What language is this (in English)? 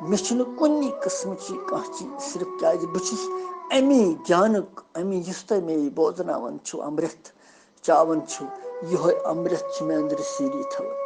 Kashmiri